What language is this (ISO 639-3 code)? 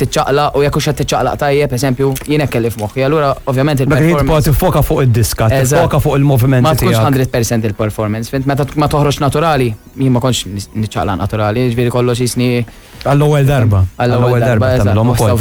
mlt